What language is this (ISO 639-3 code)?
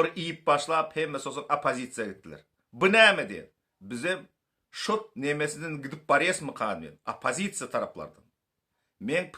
tuk